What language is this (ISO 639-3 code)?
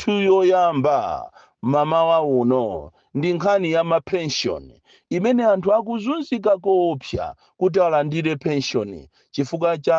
nya